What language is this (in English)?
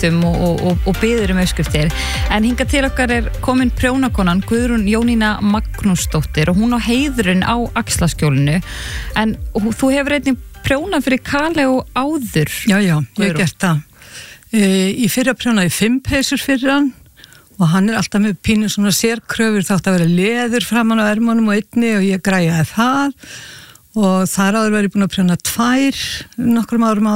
Icelandic